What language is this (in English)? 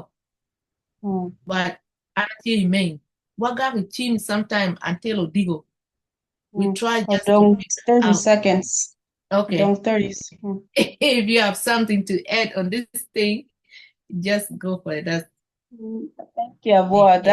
Acoli